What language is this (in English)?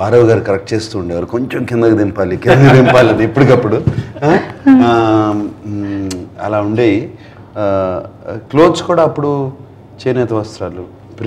Telugu